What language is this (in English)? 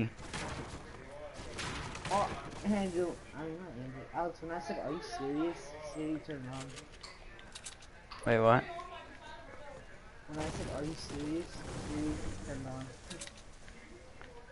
English